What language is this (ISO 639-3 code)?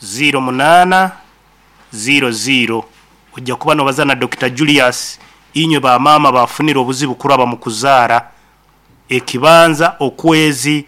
nyn